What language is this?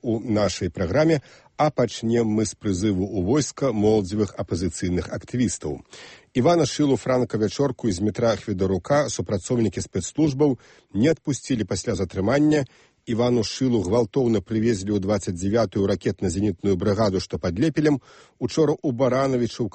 Belarusian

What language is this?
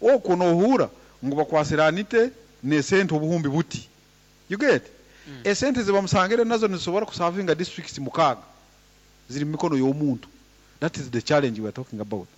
Nyoro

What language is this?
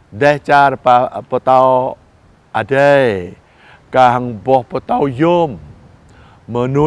Jarai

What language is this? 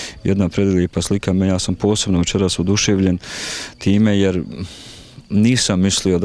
Bosnian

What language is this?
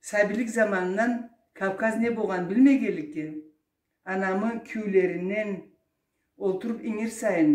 Karachay-Balkar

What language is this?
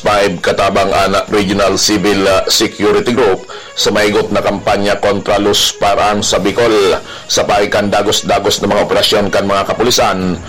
Bikol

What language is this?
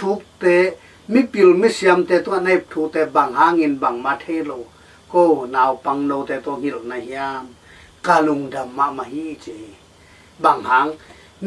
Tedim Chin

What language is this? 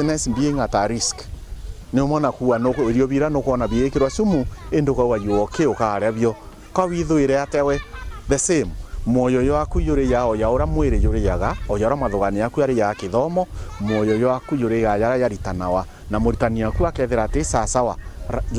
Meru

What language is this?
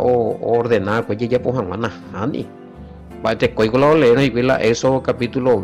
Guarani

